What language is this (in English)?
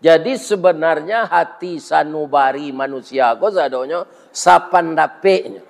Minangkabau